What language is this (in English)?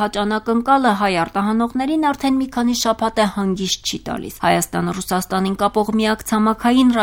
Armenian